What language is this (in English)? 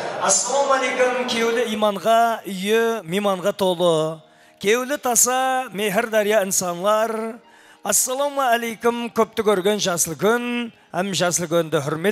Kara-Kalpak